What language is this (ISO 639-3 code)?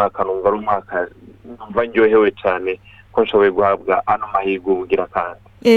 run